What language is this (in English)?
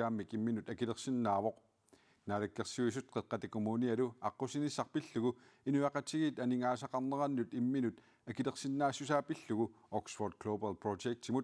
Kalaallisut